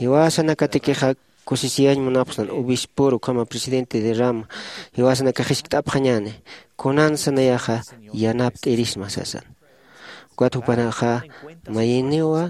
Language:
Aymara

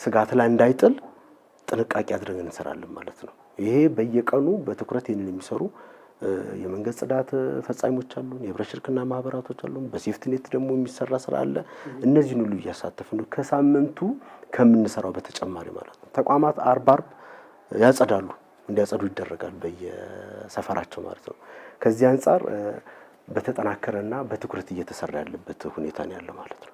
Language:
Amharic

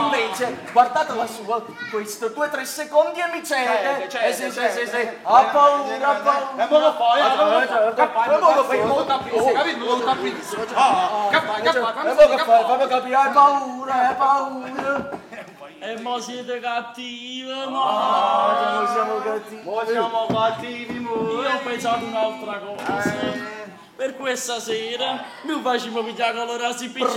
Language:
Neapolitan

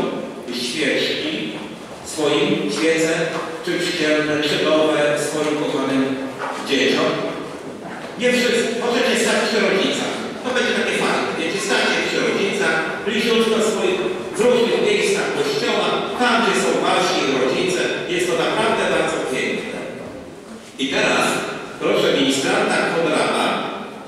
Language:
Polish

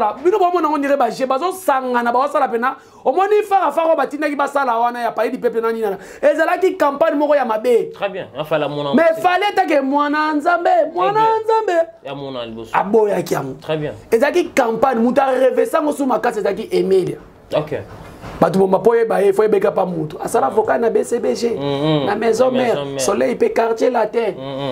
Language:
Lingala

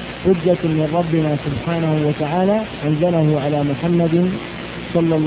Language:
Arabic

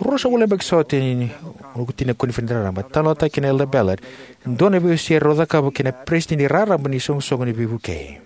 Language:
Fijian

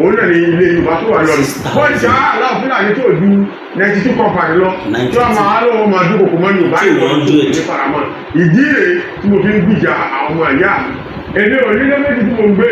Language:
Yoruba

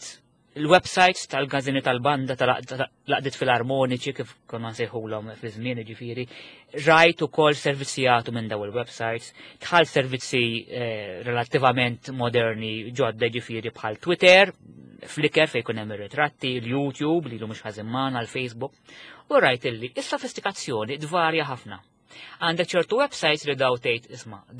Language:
Maltese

